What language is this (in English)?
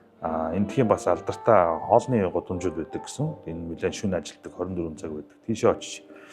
Mongolian